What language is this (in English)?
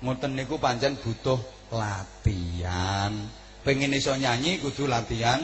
Javanese